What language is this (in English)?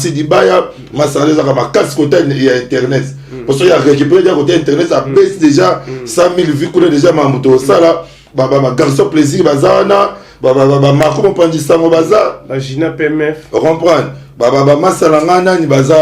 Lingala